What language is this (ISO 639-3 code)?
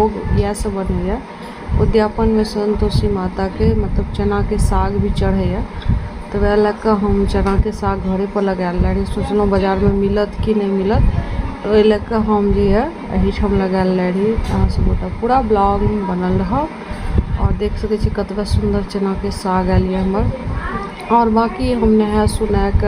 mai